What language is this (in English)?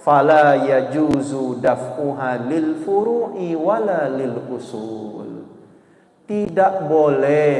Musi